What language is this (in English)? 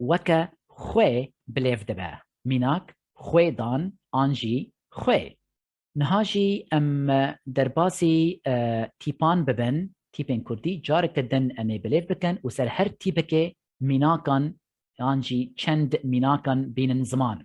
Kurdish